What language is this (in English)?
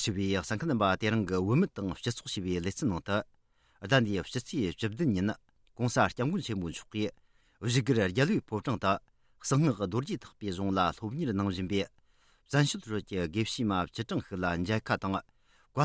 Tibetan